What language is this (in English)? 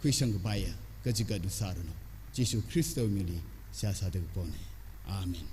Tangkhul Naga (India)